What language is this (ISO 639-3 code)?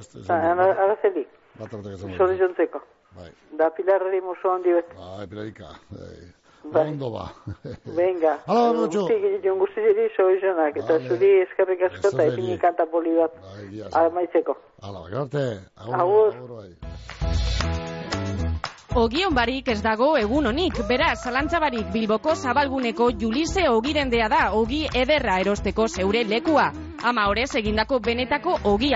eus